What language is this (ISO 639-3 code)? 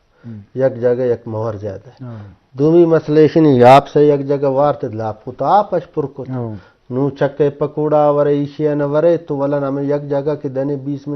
bgp